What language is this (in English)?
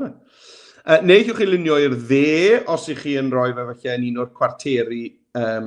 Welsh